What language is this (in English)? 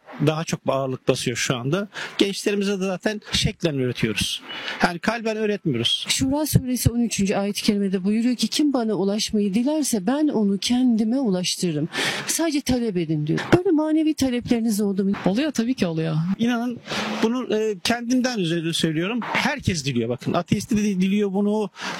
Turkish